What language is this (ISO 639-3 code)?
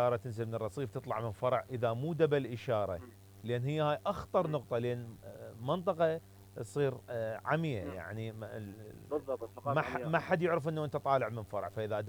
acm